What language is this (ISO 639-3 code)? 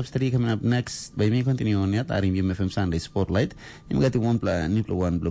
tpi